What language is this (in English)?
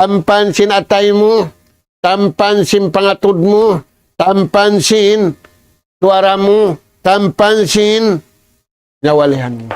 Tausug